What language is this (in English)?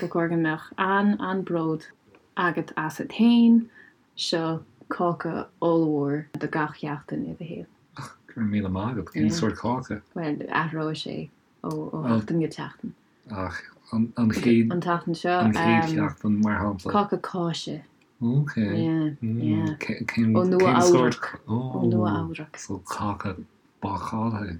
Irish